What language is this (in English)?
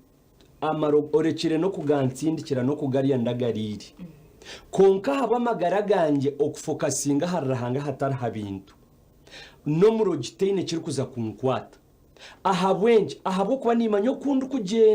Nyankole